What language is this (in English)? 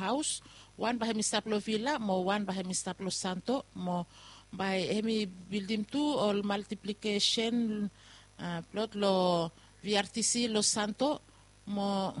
Bislama